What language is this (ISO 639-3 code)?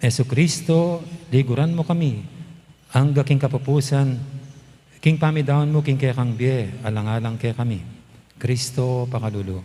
pam